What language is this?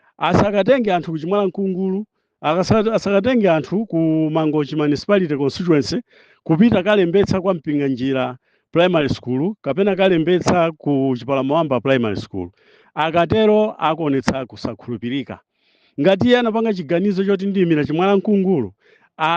Nyanja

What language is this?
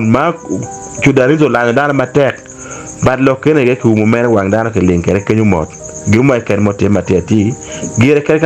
Acoli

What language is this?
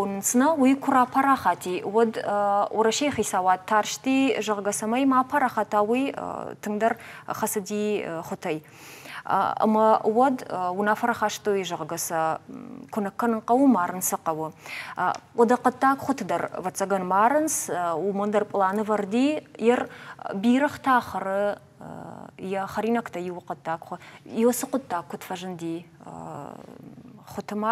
Ossetic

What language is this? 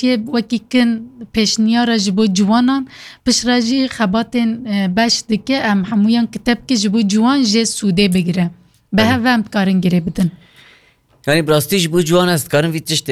Kurdish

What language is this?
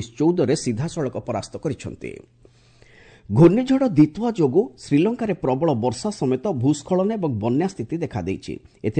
Odia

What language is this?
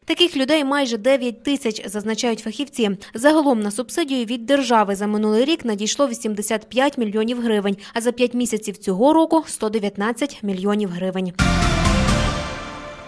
Ukrainian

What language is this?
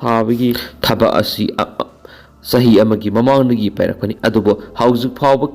Manipuri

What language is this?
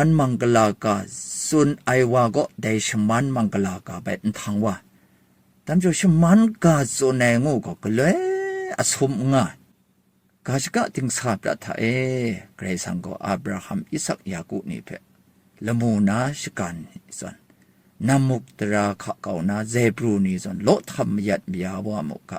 Kachin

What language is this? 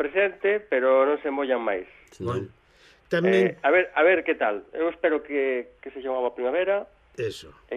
Galician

